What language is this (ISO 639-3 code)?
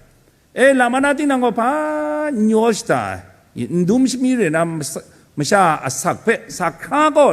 kac